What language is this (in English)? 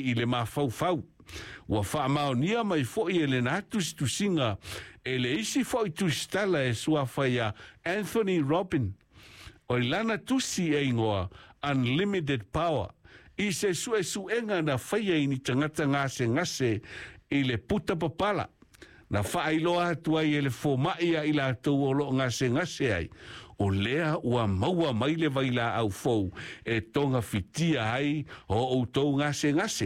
Samoan